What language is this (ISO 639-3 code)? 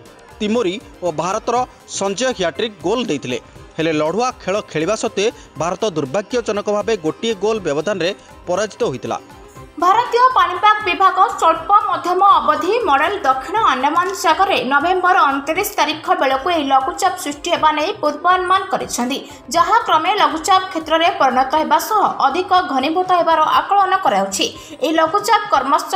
ori